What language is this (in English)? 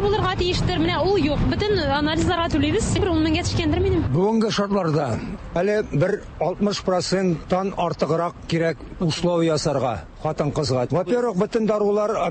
Tatar